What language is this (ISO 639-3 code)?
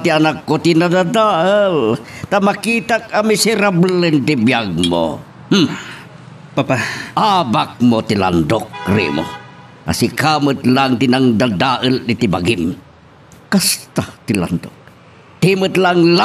ilo